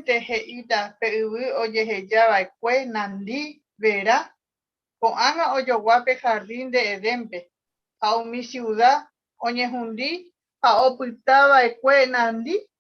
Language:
Guarani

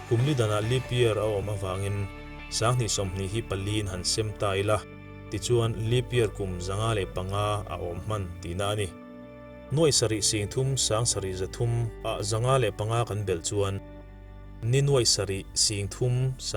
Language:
Mizo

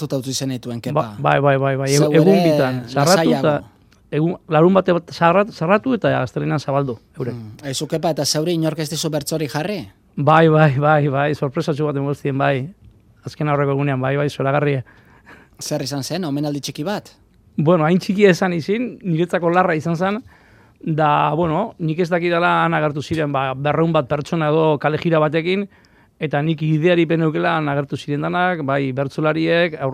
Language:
Basque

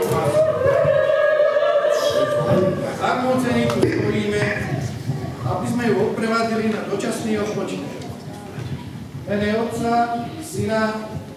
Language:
Slovak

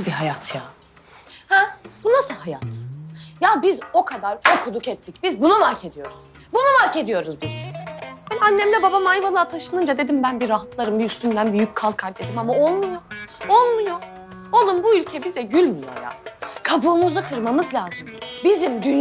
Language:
Turkish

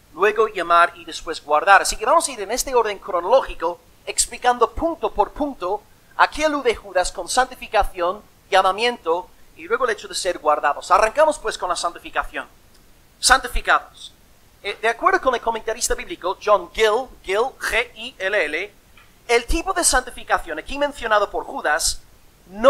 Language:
Spanish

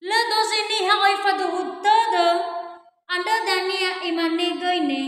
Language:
Nias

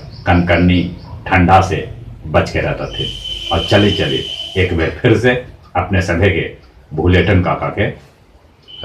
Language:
Magahi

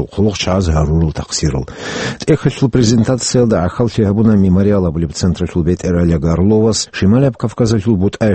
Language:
Avaric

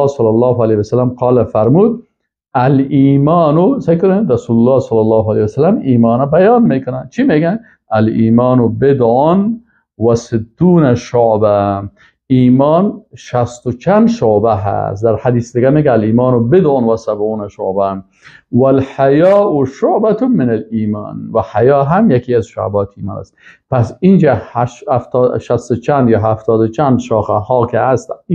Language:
Persian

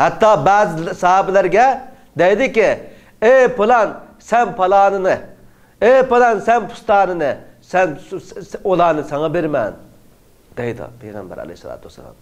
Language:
Uyghur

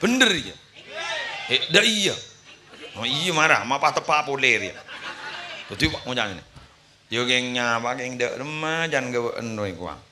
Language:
Madurese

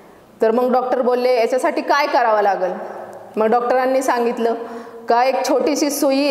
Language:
Marathi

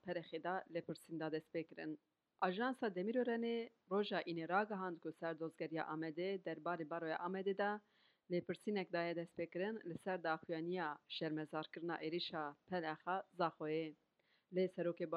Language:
Kurdish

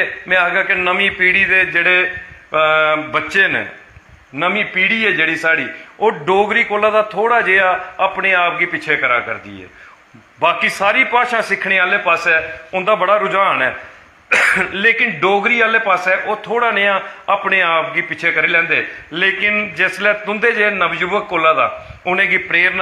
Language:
Dogri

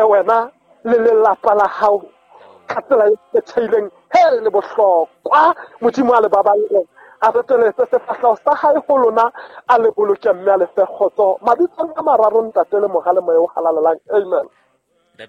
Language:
Southern Sotho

